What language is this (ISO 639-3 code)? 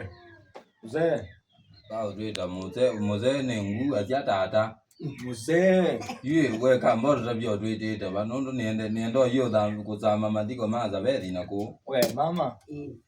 kam